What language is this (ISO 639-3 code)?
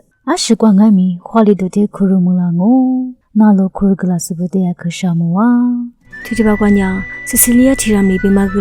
lis